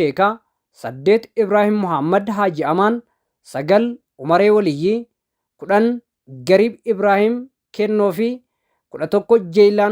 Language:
Oromo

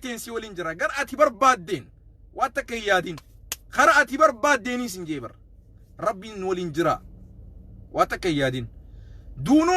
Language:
Oromo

